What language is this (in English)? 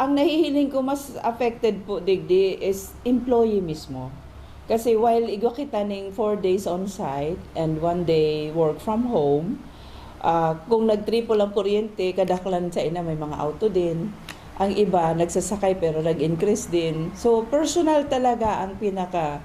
Bikol